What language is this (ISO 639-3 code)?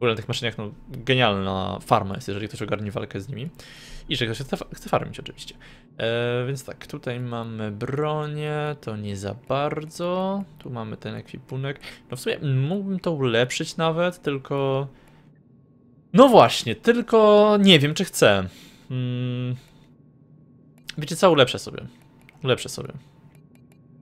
pol